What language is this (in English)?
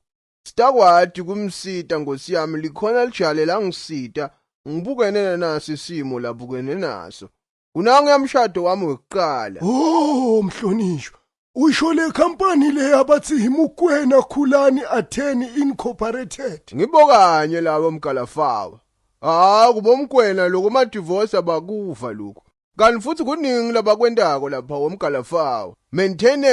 Zulu